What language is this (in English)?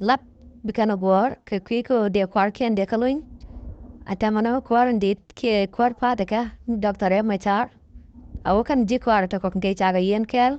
Nuer